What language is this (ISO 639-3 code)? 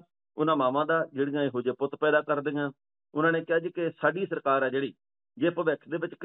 pan